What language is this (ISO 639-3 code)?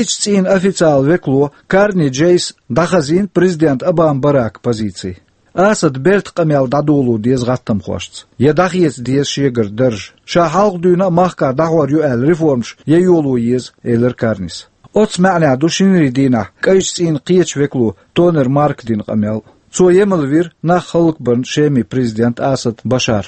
che